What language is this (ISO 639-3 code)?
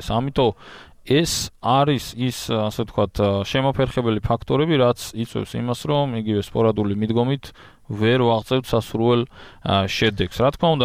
kat